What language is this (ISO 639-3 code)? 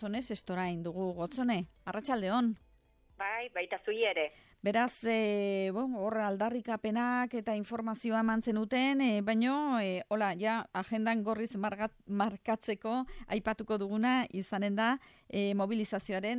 eus